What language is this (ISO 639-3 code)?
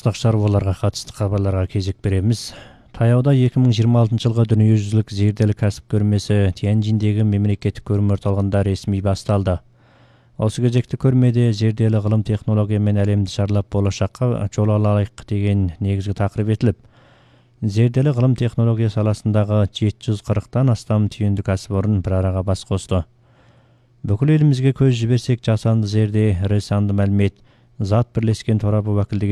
kaz